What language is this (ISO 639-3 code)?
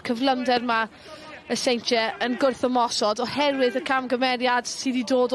cym